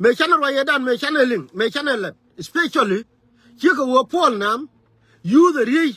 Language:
Nuer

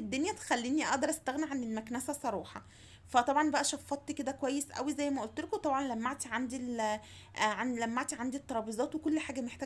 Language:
Egyptian Arabic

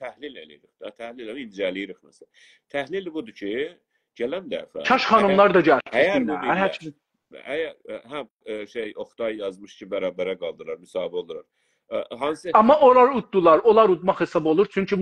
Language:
South Azerbaijani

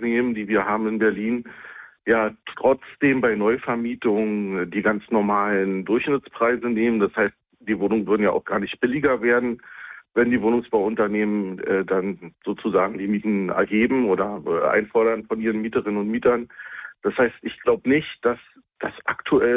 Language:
German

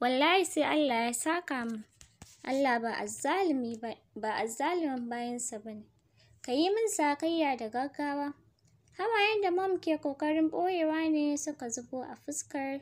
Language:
Hausa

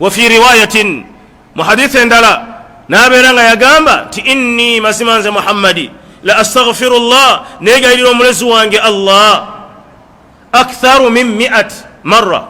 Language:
Ganda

